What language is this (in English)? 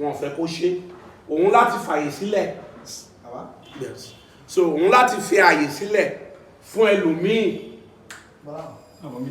Yoruba